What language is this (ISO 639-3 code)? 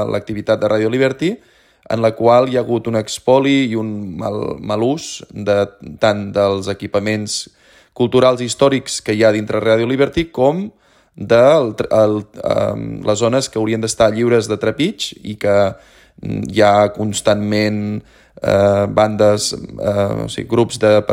cat